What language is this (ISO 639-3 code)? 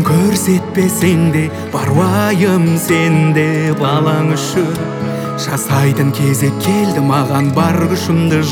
kaz